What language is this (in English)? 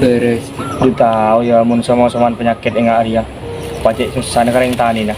Madurese